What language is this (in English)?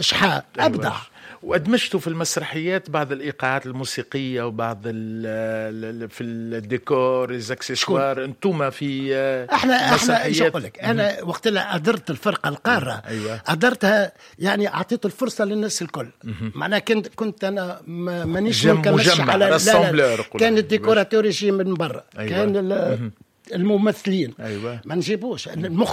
Tunisian Arabic